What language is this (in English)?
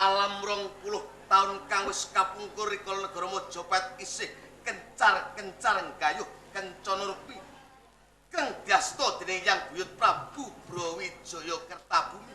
Javanese